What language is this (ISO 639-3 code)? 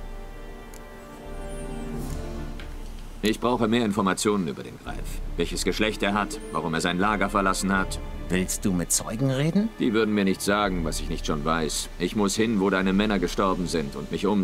deu